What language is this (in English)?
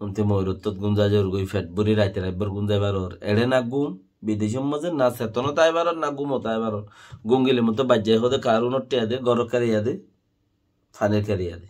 Rohingya